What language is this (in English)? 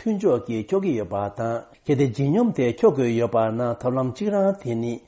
Tibetan